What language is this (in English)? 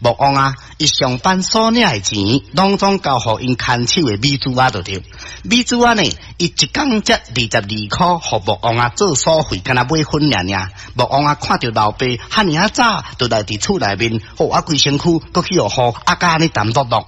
Min Nan Chinese